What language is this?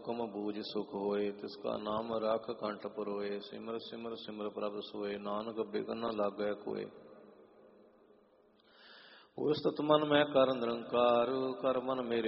Punjabi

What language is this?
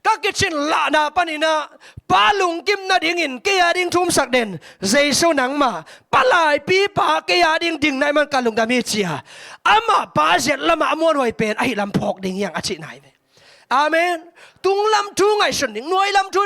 Tedim Chin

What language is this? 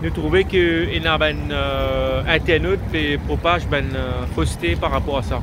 Morisyen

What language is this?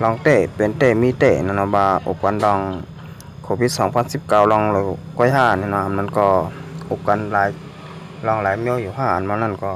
Shan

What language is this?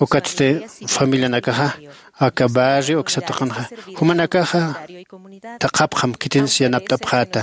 Aymara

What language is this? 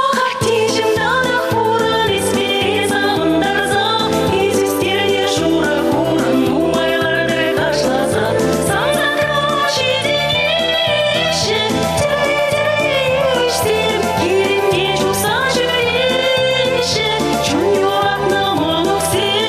Chuvash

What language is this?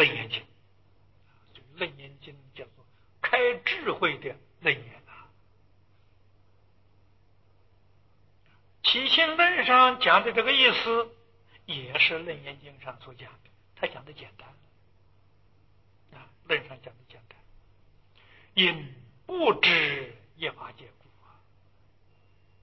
Chinese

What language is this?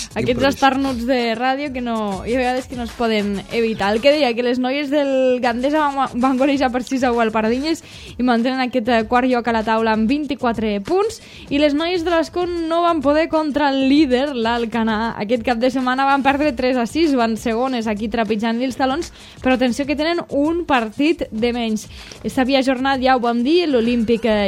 Catalan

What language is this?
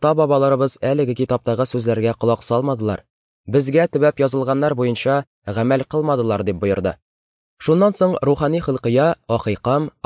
Tatar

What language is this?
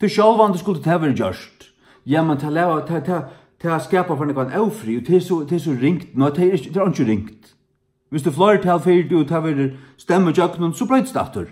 Faroese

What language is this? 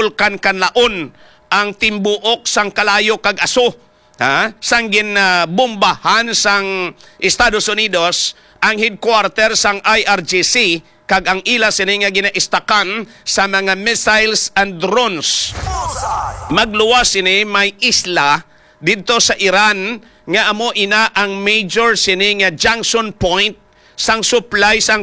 Hiligaynon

